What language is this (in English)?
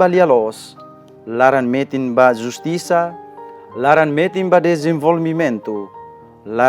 Tetum